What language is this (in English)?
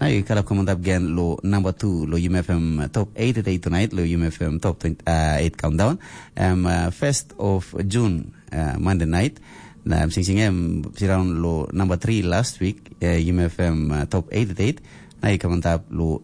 Tok Pisin